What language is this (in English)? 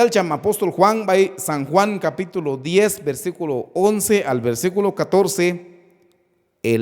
Q'anjob'al